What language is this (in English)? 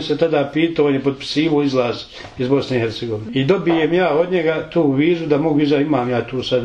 Serbian